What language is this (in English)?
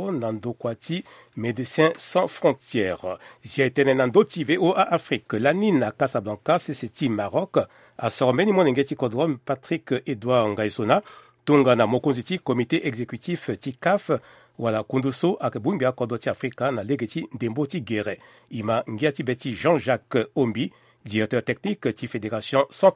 Sango